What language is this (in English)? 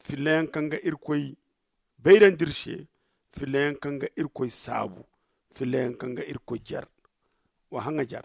Zarma